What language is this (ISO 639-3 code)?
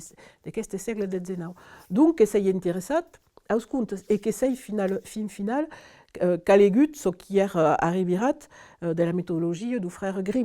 oci